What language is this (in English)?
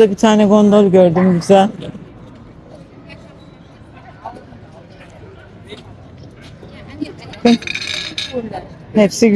Turkish